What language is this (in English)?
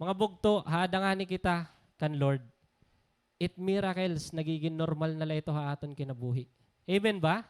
Waray